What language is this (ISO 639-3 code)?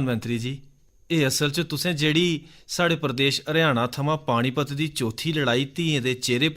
doi